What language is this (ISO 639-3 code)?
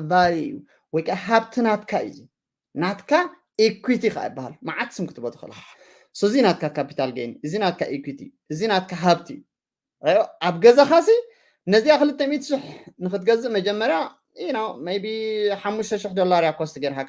tir